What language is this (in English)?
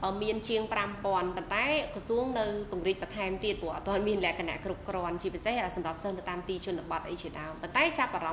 Khmer